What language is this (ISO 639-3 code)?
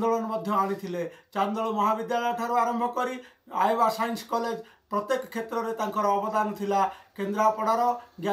ori